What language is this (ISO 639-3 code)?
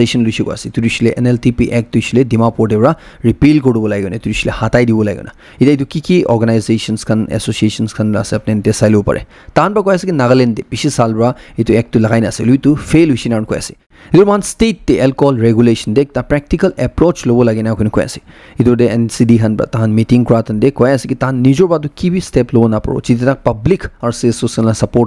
nag